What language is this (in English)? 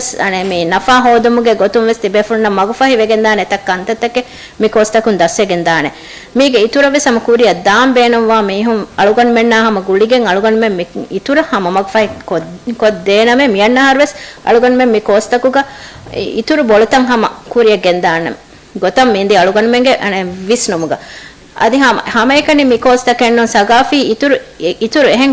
Divehi